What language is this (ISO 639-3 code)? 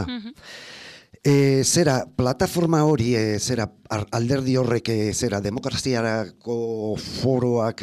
eus